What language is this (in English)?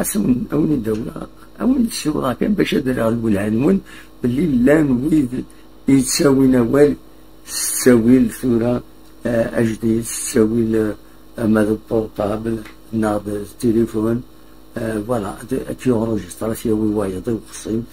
Kabyle